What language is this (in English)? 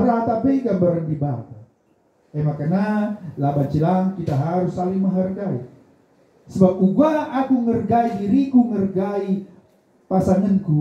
Batak Karo